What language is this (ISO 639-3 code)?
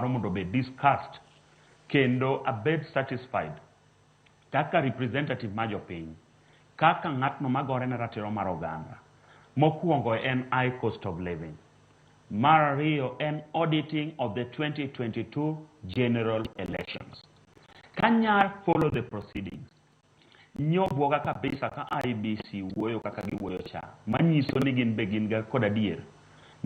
luo